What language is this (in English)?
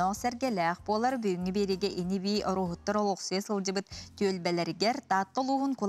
Yakut